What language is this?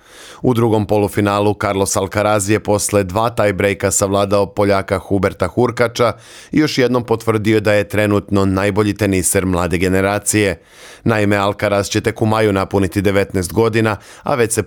Serbian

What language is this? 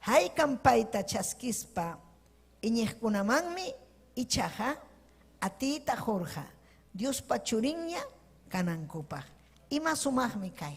Ayacucho Quechua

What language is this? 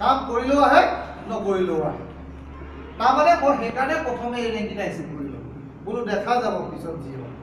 Assamese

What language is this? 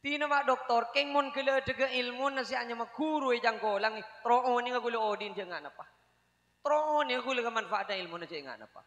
Madurese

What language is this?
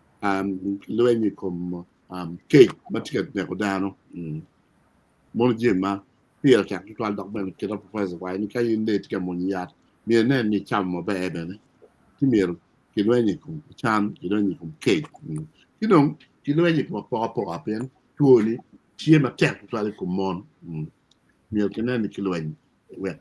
Acoli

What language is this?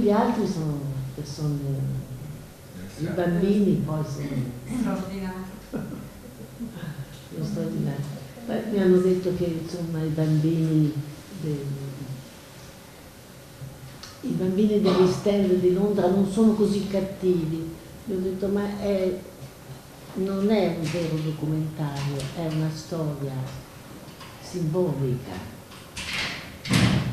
Italian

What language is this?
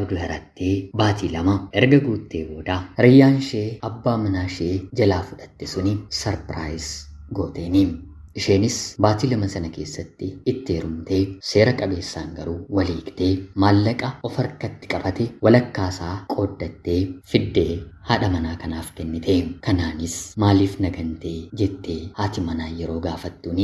Oromo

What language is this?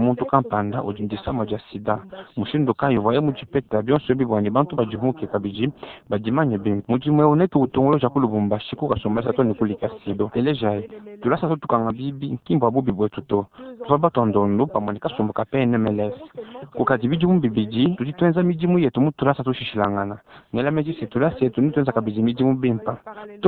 Luba-Lulua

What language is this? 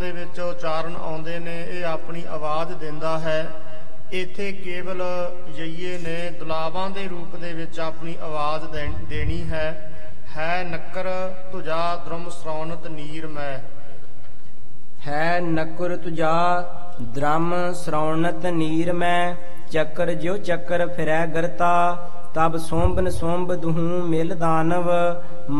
Punjabi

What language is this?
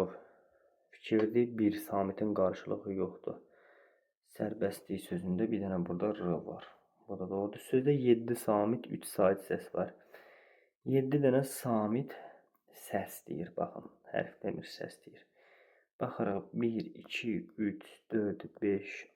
Azerbaijani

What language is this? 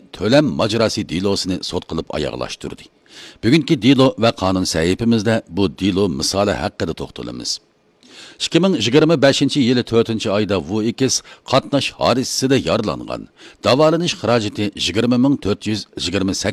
Uyghur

